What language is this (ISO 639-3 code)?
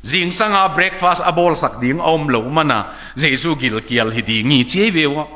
ctd